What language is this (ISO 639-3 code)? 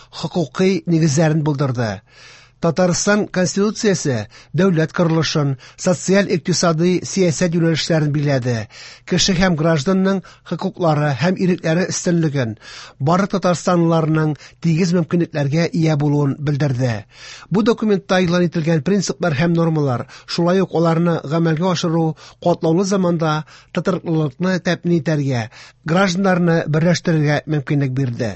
tat